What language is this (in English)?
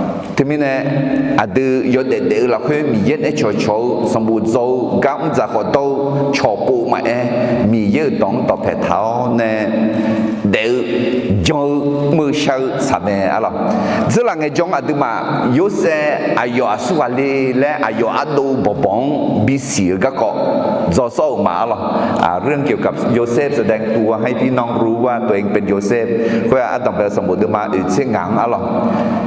Akha